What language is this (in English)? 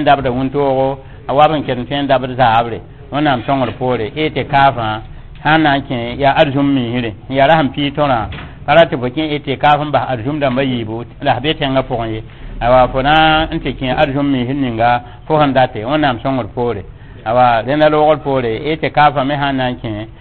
Mossi